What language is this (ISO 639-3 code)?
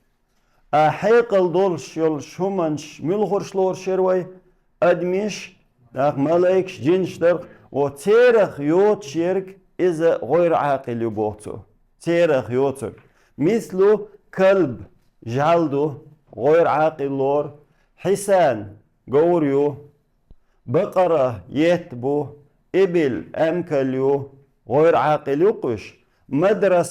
che